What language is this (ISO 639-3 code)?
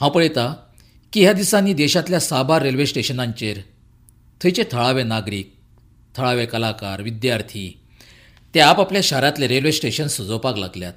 kok